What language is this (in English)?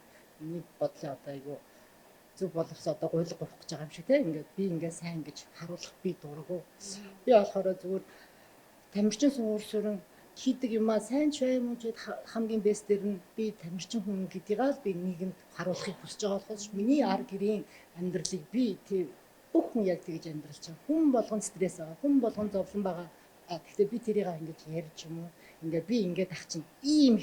Mongolian